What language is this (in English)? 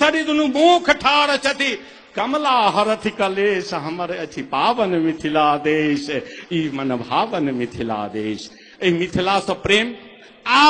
Maithili